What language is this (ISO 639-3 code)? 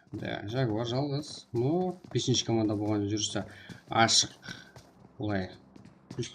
kaa